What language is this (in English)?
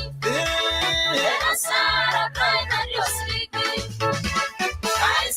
Masai